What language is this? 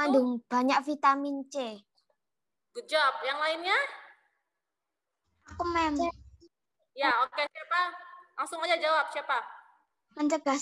Indonesian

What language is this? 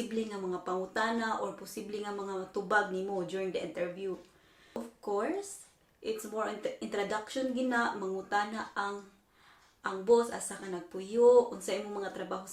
Cebuano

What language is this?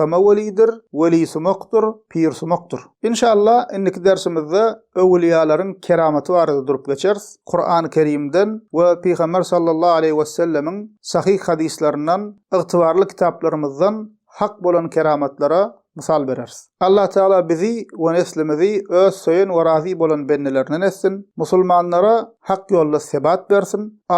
Turkmen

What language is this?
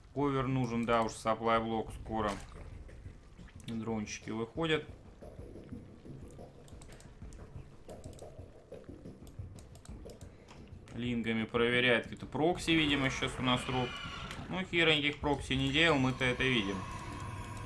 Russian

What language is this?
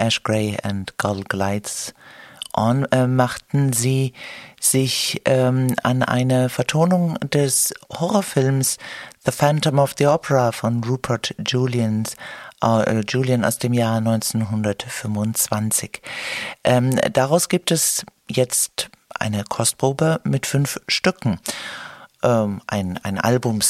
German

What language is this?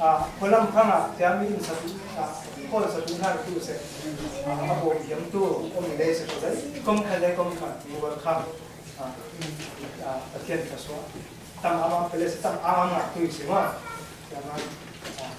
Falam Chin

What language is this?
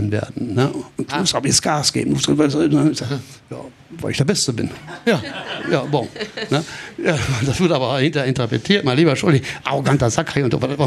Luxembourgish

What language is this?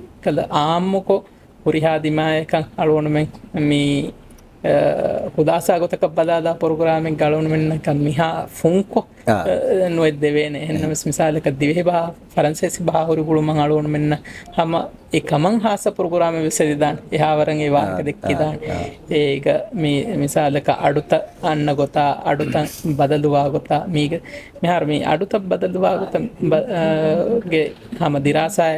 Divehi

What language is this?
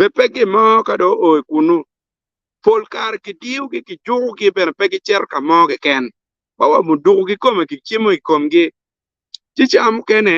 Acoli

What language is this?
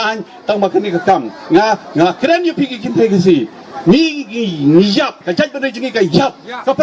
Khasi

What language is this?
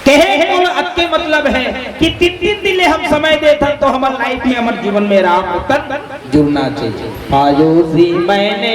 Chhattisgarhi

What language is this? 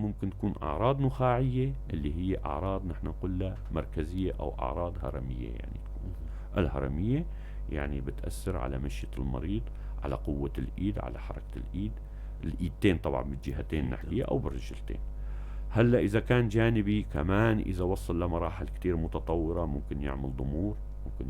North Levantine Arabic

